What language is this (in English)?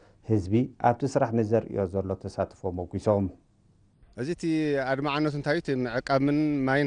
Tigrinya